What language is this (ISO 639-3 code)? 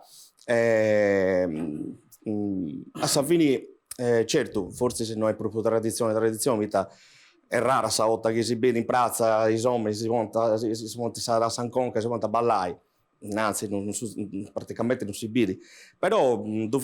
srd